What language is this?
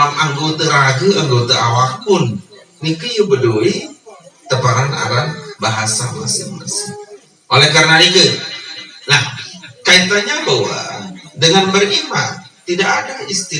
Sasak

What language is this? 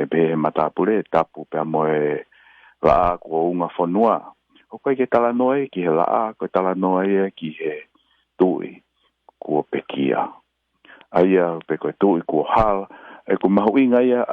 Tongan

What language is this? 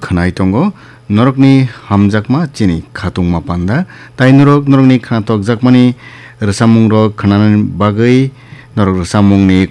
Kok Borok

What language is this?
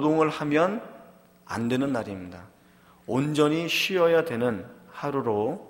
Korean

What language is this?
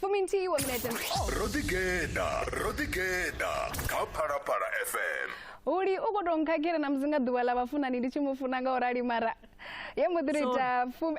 Venda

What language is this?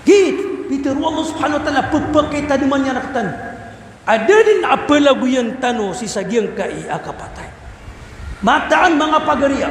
Maranao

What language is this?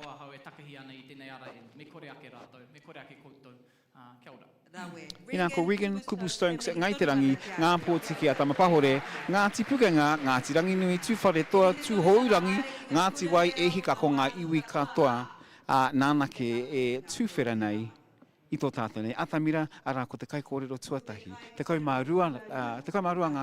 Māori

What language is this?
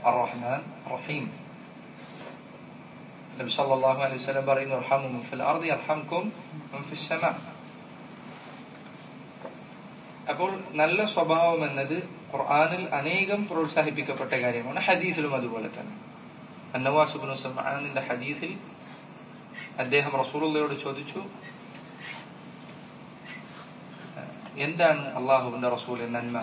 Malayalam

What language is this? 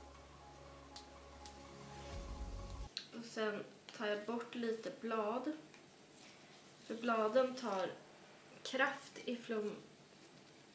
Swedish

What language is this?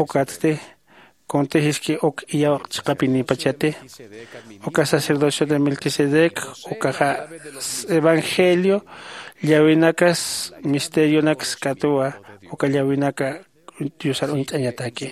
Aymara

